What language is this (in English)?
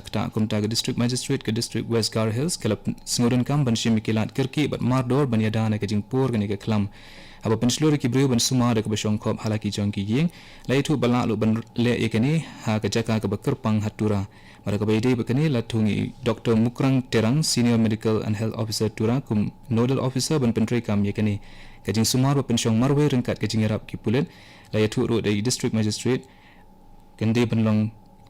Khasi